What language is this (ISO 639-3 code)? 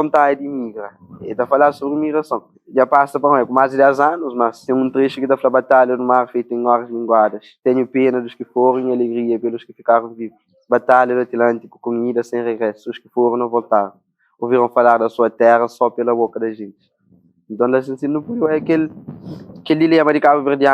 kea